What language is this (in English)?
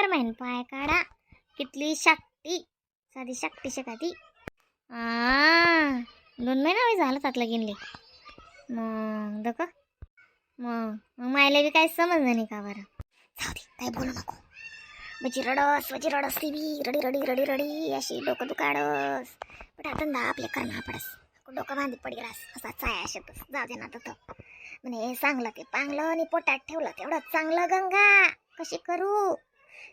Khandesi